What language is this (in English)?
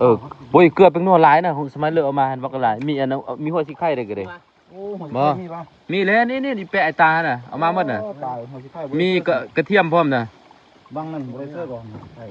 Lao